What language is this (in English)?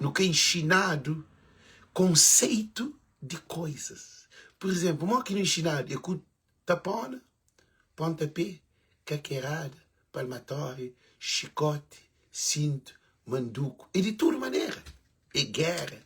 Kabuverdianu